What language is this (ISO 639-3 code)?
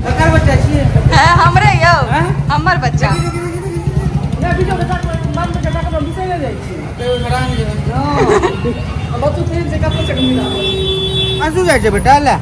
mai